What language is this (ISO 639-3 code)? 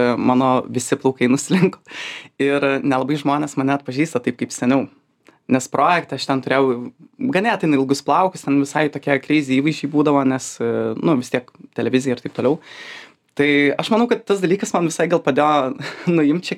lit